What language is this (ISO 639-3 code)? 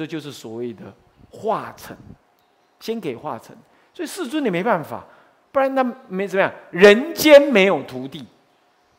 zho